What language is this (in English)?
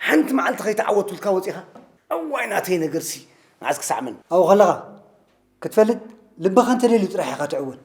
Tigrinya